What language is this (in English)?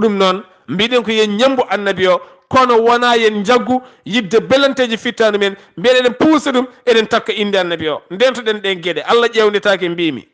Fula